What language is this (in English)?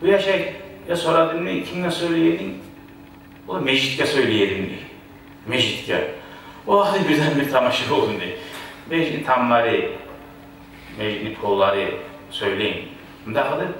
Kumyk